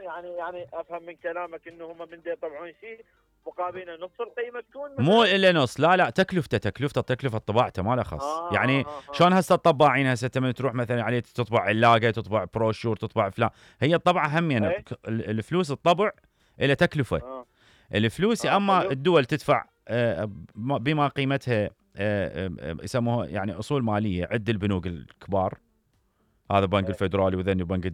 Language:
Mesopotamian Arabic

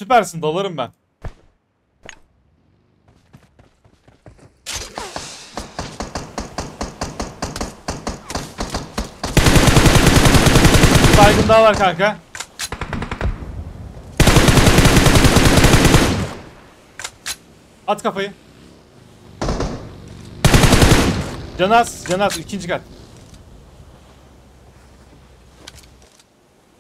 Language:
Turkish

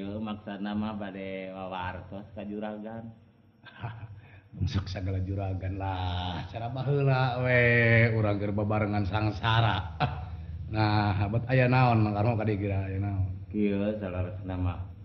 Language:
Sundanese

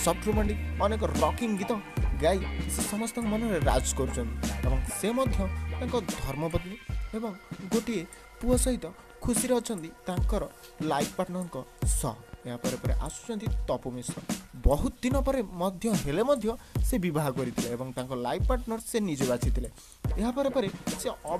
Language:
Odia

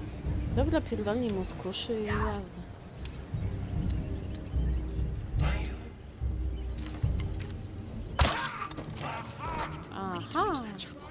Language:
Polish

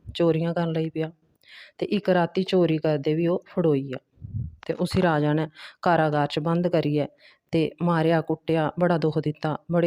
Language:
Dogri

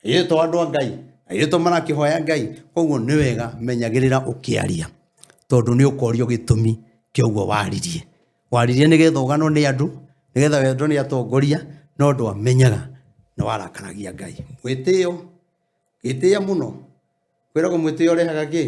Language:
Kikuyu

